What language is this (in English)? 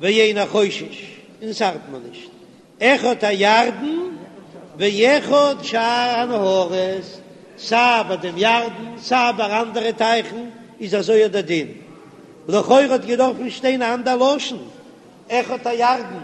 Yiddish